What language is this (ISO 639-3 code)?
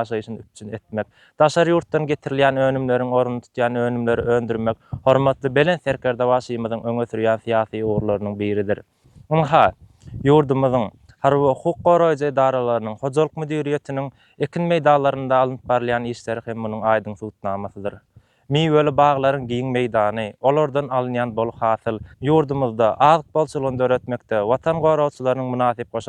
tuk